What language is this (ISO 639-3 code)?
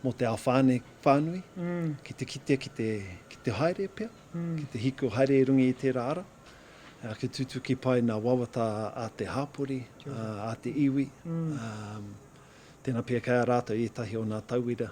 mri